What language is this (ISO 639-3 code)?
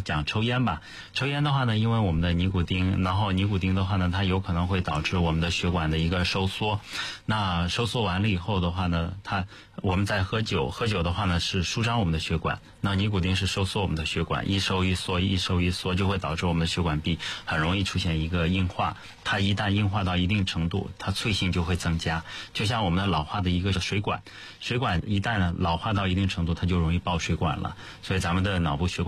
zho